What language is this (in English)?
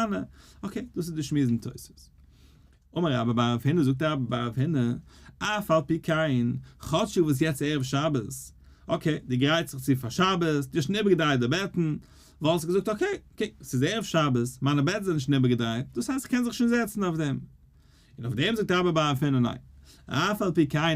Yiddish